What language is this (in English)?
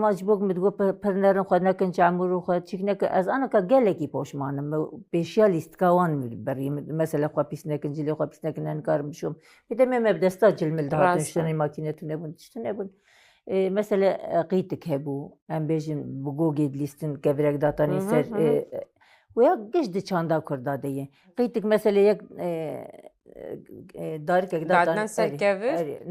Kurdish